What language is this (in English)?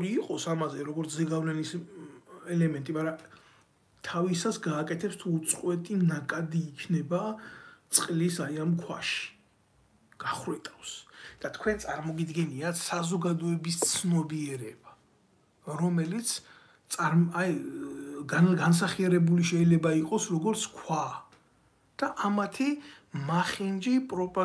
Georgian